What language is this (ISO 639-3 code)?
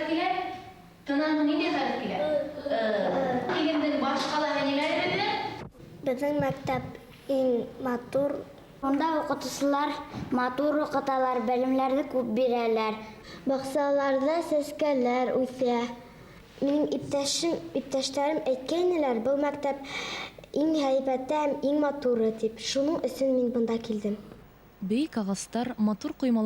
bak